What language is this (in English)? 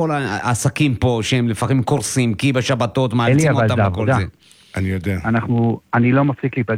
Hebrew